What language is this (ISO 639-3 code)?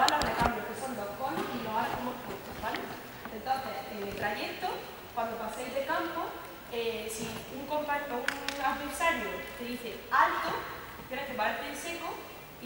spa